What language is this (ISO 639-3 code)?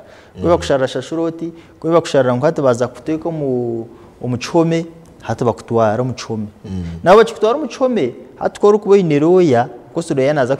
nyn